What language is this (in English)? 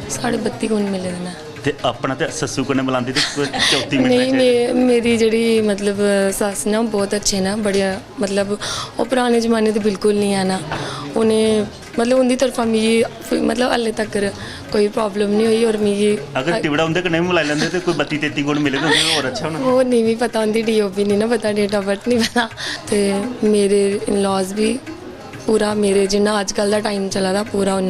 Dogri